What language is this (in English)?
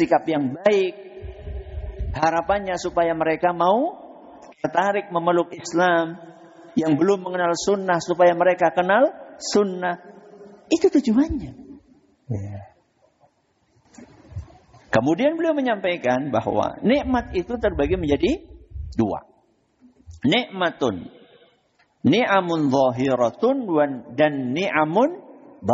Indonesian